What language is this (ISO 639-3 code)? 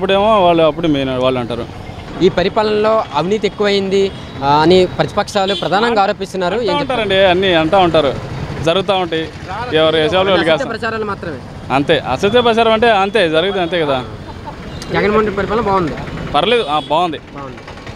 tel